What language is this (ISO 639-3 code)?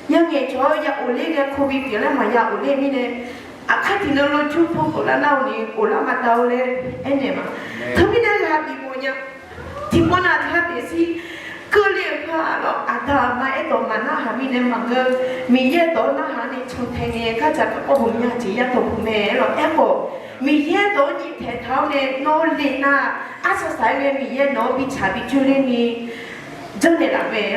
ahk